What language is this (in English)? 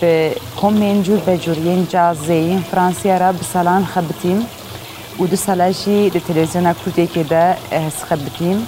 Kurdish